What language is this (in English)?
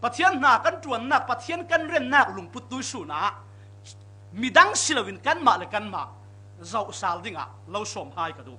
Falam Chin